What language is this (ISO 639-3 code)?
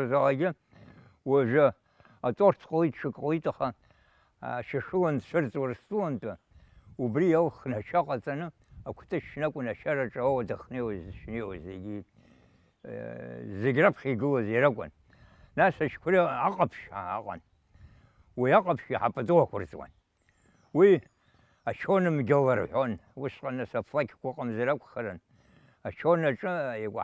abk